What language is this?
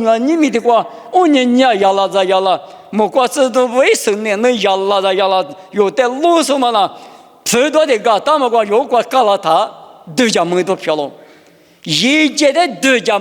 Lisu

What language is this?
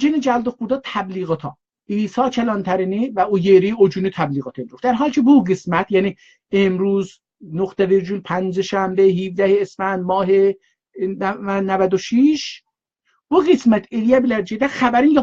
South Azerbaijani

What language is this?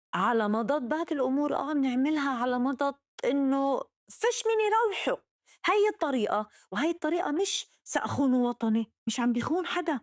North Levantine Arabic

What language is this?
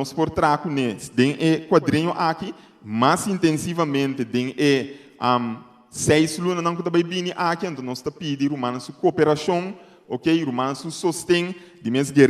Papiamento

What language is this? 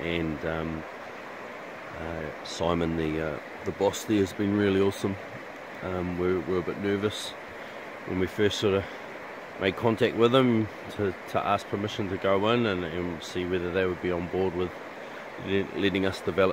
English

